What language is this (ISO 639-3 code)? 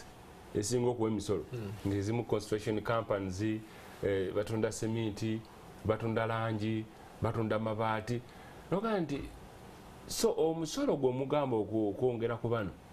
lug